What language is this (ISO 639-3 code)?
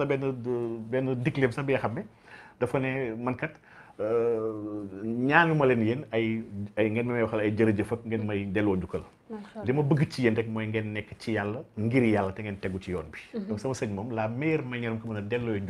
wol